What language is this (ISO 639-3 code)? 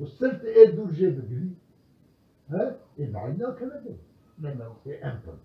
kur